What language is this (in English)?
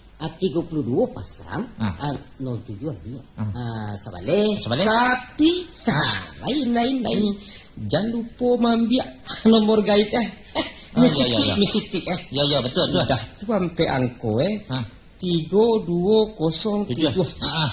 Minangkabau